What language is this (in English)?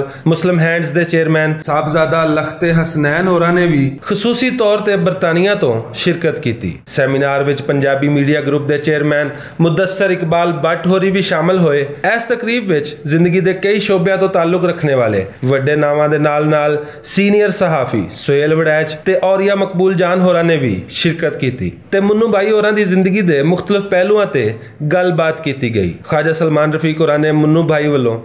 Western Panjabi